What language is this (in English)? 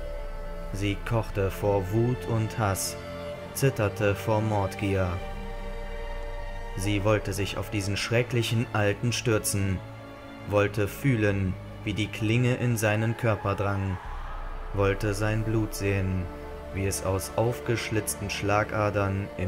German